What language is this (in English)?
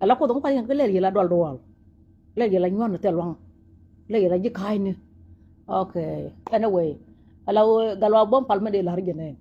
Nuer